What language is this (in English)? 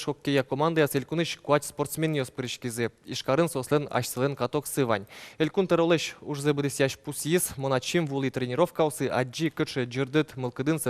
Udmurt